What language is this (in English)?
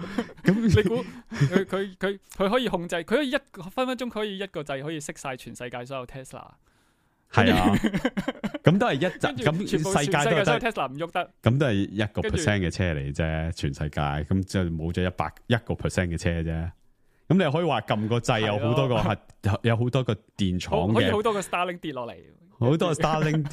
Cantonese